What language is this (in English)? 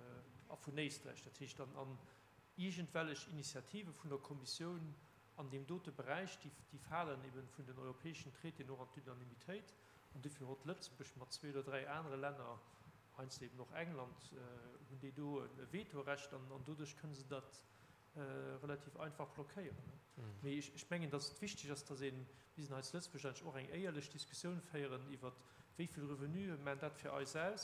Luxembourgish